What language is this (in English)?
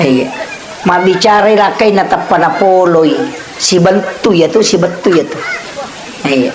Buginese